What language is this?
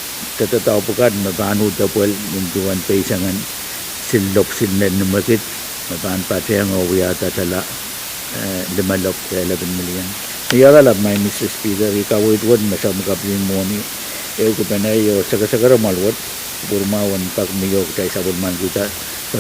Pohnpeian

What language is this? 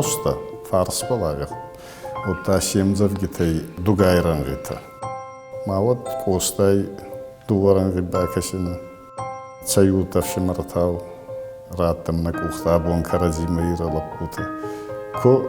Ossetic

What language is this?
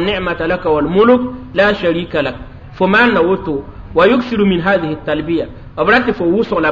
Mossi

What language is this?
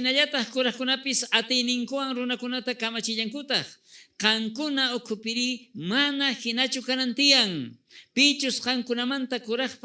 South Bolivian Quechua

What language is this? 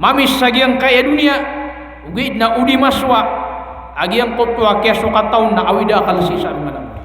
Maranao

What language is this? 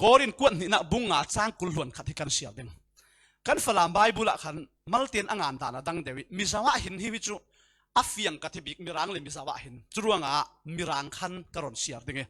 Falam Chin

